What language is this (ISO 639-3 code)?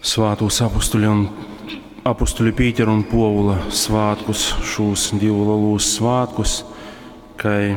ltg